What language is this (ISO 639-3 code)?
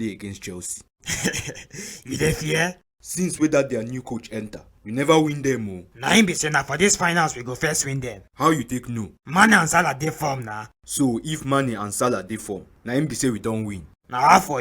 pcm